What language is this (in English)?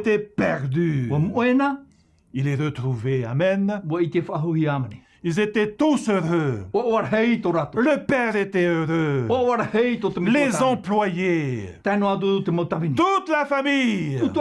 Tahitian